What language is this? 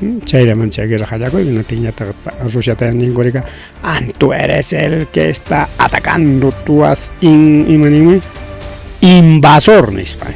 Ayacucho Quechua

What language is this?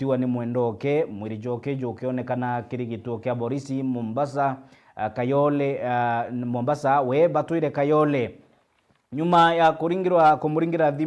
Meru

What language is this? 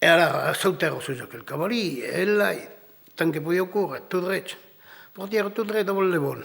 Occitan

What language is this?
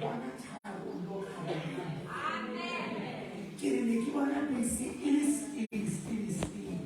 Southern Sotho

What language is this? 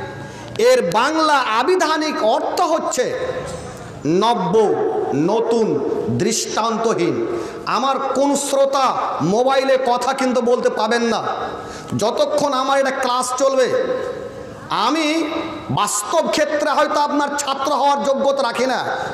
Bangla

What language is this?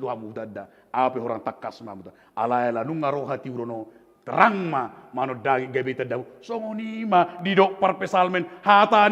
Batak Toba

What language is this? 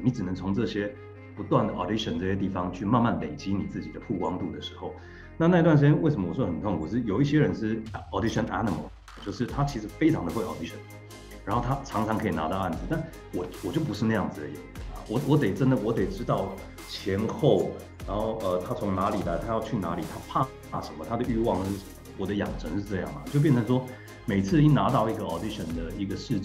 Chinese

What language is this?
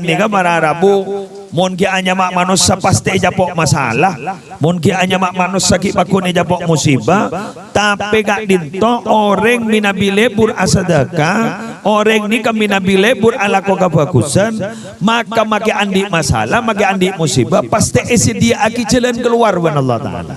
Madurese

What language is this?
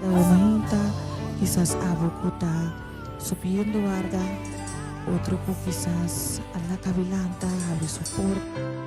Papiamento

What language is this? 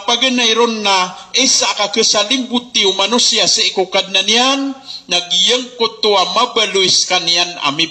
Maranao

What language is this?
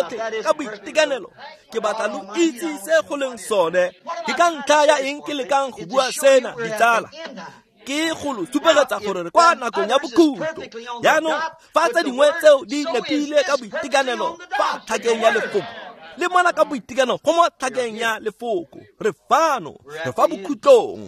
Tswana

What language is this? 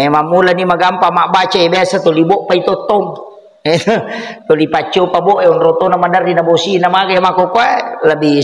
Buginese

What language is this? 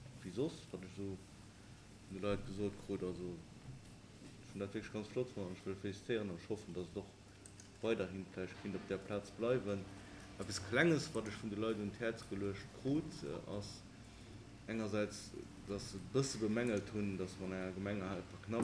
Luxembourgish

